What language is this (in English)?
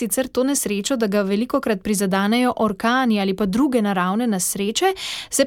Slovenian